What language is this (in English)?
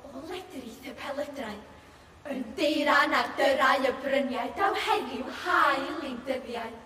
Welsh